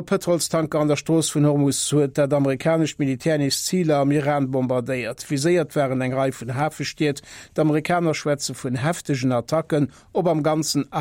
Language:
Luxembourgish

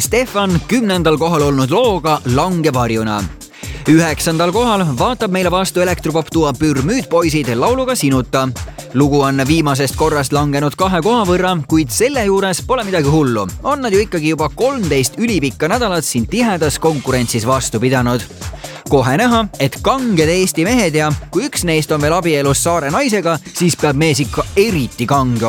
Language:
Estonian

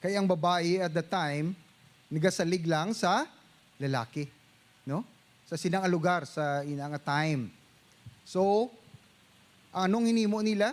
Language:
Hiligaynon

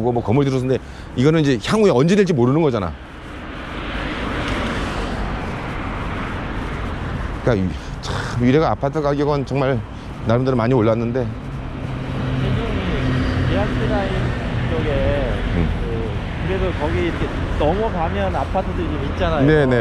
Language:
Korean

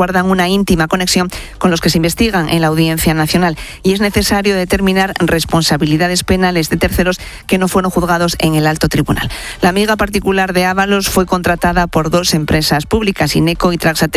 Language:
Spanish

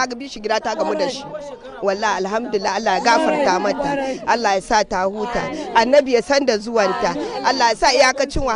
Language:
Hausa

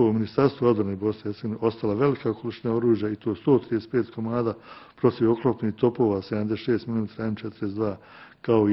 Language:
Bosnian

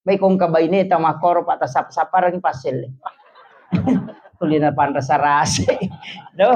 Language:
Buginese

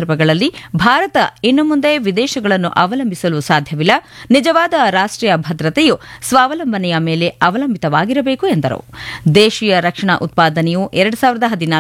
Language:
Kannada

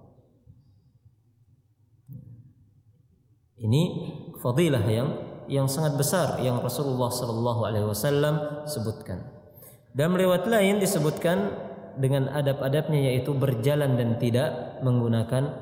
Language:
Indonesian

